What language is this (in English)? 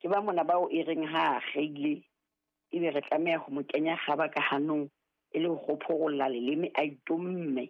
Southern Sotho